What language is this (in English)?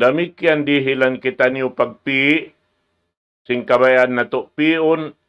Tausug